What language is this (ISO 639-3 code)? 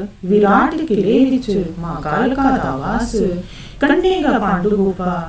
doi